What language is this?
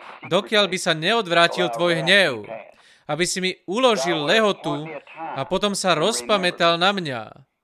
Slovak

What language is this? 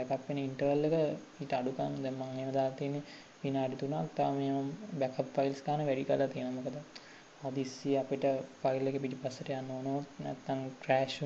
Sinhala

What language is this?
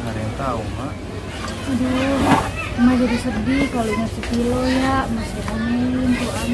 Betawi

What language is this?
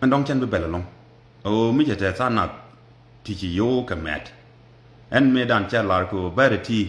Nuer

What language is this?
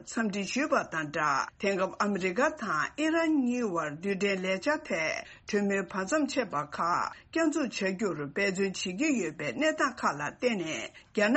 Tibetan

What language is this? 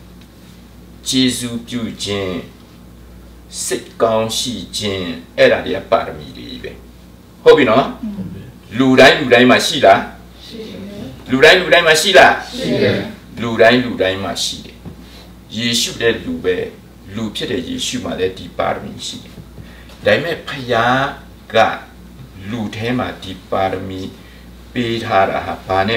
Burmese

